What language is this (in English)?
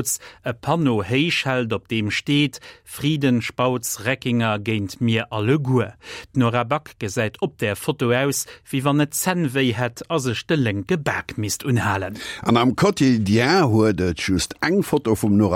Luxembourgish